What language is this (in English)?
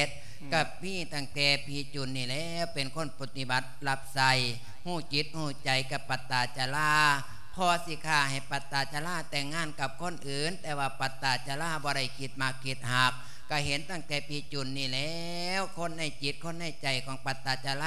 Lao